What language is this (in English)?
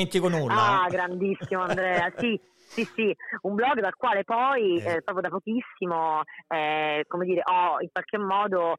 Italian